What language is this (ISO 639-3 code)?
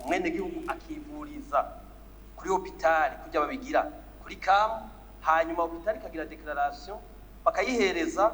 run